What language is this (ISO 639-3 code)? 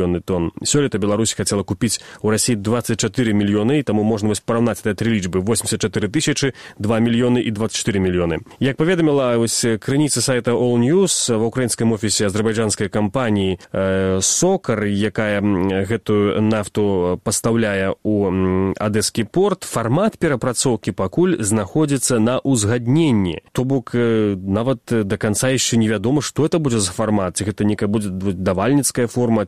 bel